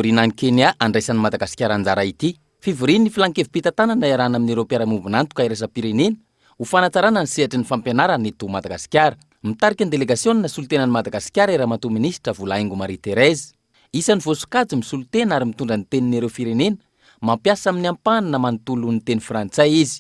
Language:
Malagasy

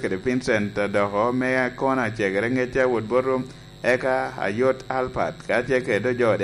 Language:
Lango (Uganda)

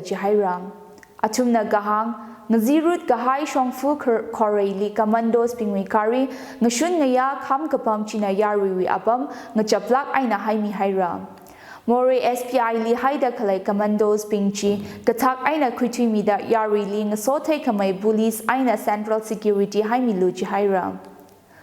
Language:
Tangkhul Naga (India)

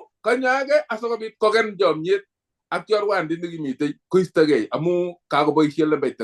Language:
Kalenjin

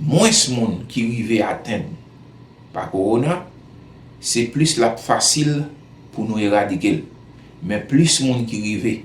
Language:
Haitian Creole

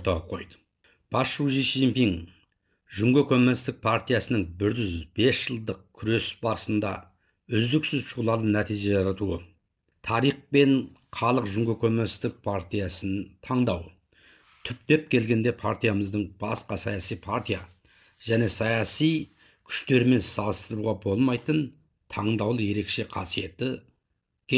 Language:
Kazakh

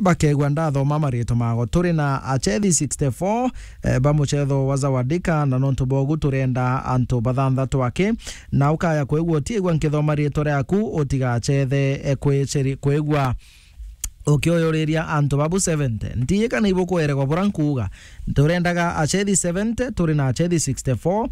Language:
Meru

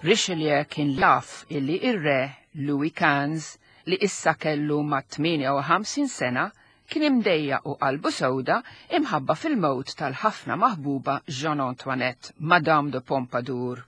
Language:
Maltese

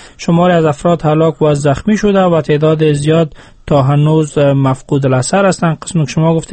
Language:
Persian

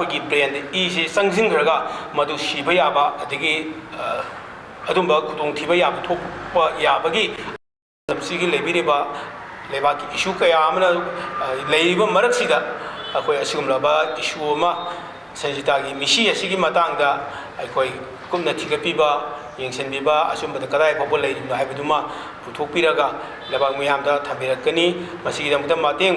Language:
Manipuri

